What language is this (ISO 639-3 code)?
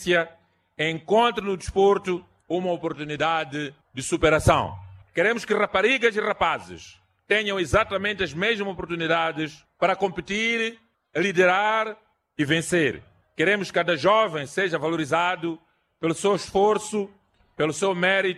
por